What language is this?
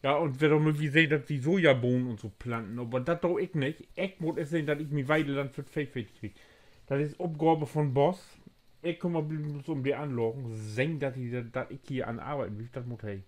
Low German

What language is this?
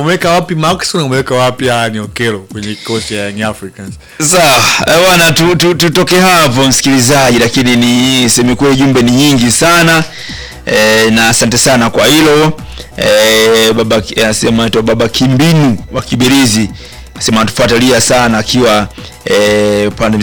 Swahili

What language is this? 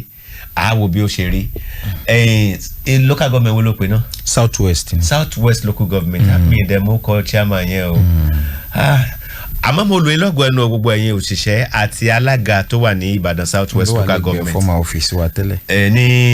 Yoruba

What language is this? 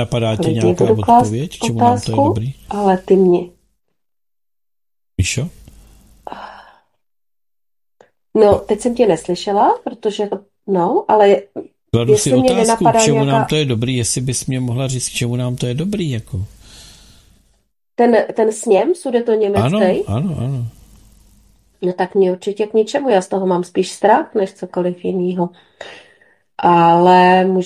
Czech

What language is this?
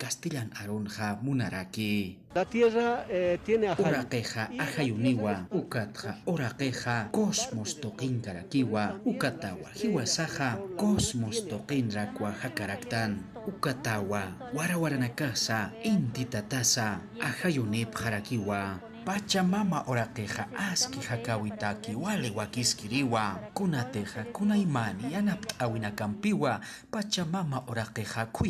Aymara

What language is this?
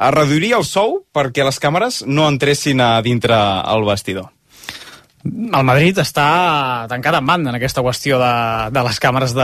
Catalan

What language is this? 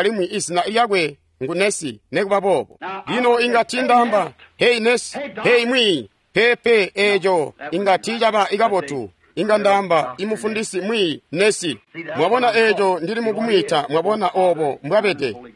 Tonga (Zambia)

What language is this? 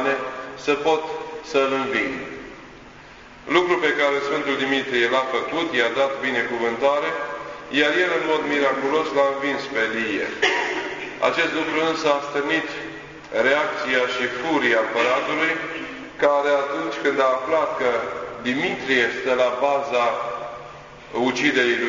Romanian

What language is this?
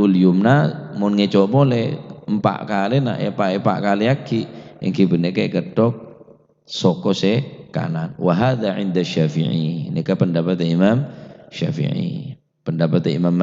Madurese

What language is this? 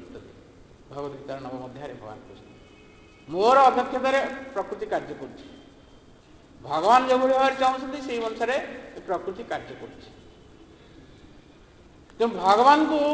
Odia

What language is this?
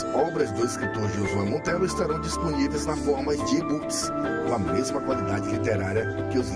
Portuguese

